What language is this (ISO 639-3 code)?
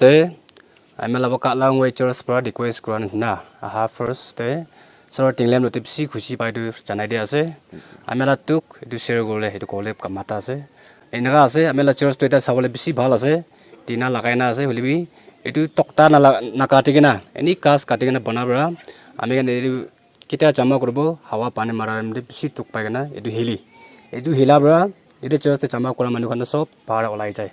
nag